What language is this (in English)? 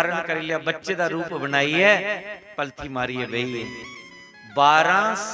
Dogri